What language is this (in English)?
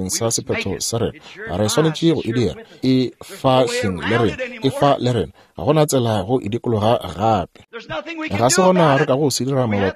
Northern Sotho